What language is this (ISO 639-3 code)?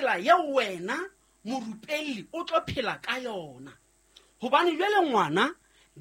sot